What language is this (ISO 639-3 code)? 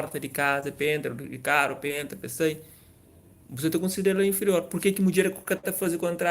kea